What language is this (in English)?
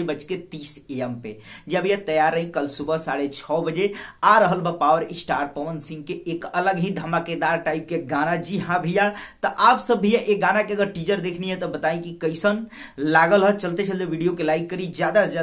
Bhojpuri